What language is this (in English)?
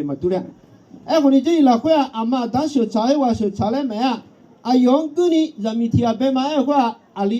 Akha